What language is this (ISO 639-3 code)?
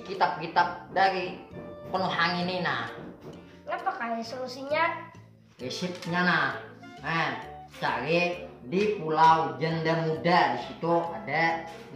bjn